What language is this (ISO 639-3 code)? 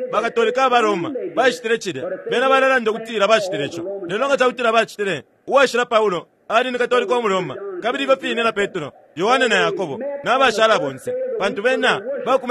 bem